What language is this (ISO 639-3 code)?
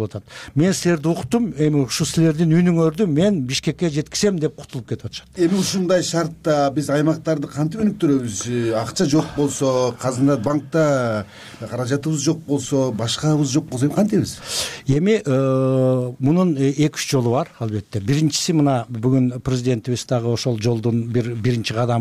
kir